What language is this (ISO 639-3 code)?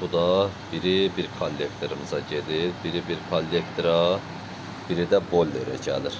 aze